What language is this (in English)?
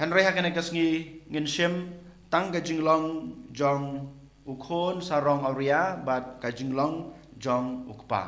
Khasi